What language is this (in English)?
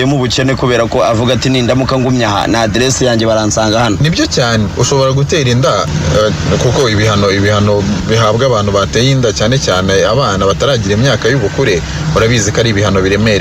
Kinyarwanda